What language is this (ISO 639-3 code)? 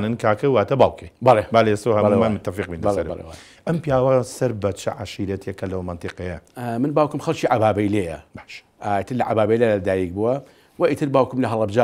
ckb